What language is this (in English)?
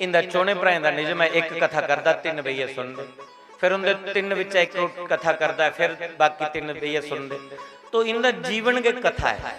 Dogri